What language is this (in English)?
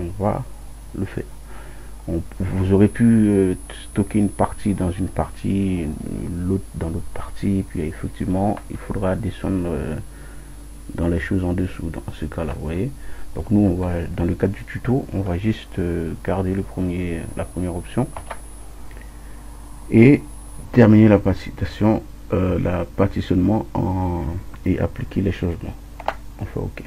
French